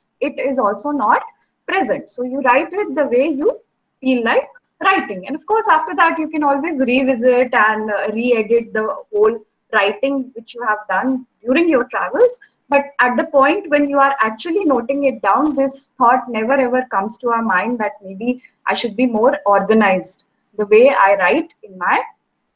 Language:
English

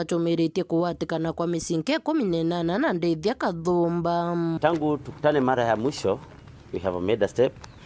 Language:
Meru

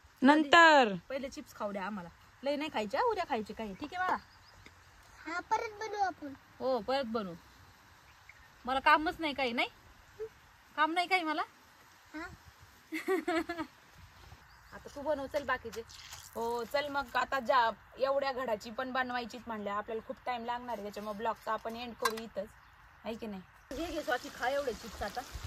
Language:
Marathi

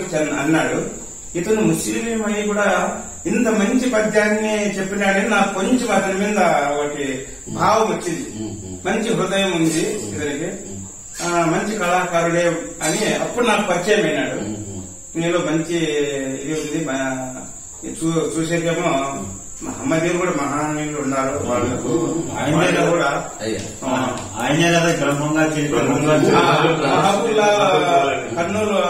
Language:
Telugu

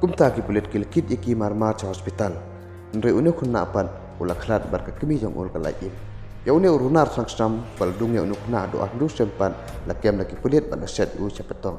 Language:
Khasi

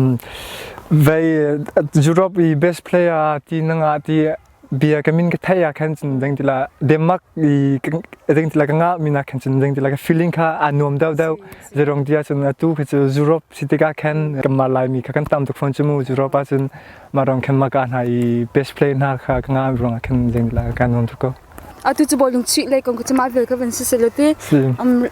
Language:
Hakha Chin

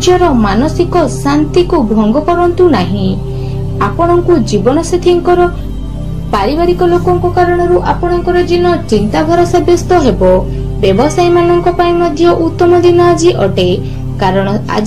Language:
Odia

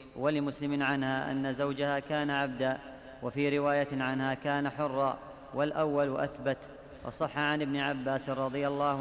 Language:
Arabic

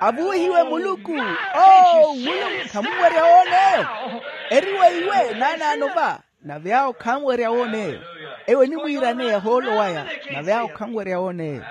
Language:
Makhuwa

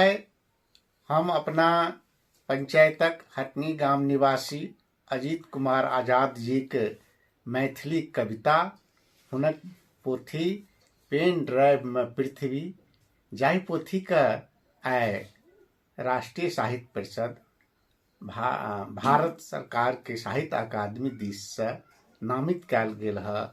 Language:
Maithili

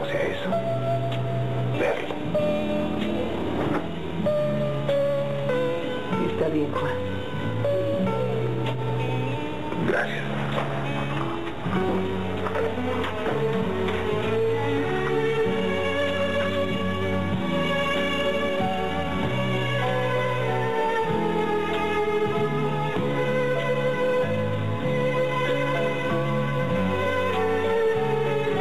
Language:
Spanish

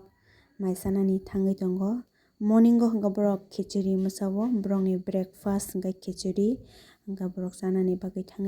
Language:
Kok Borok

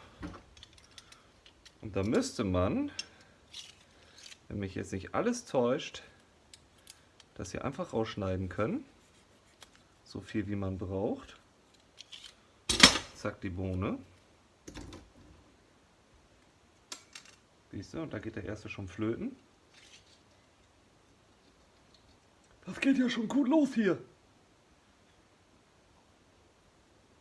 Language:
German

